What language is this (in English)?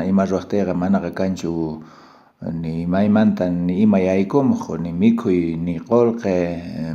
South Bolivian Quechua